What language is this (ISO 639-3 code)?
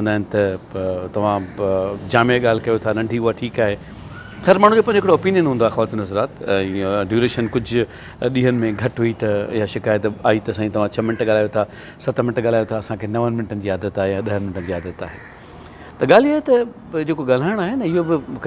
snd